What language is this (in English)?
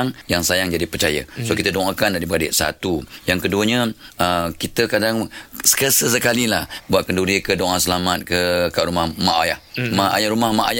Malay